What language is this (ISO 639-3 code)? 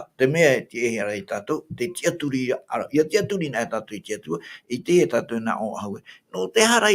tah